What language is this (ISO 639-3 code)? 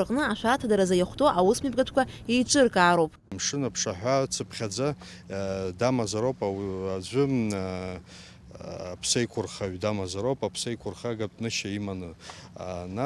abk